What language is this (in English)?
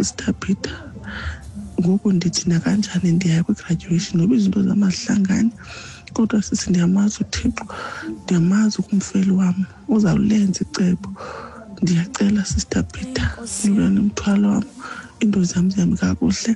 Xhosa